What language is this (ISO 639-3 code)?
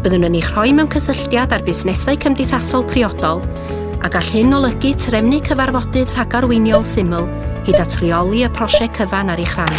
cym